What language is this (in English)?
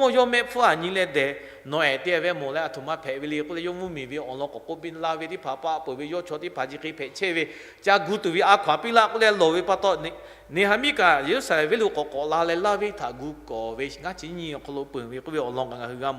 Lahu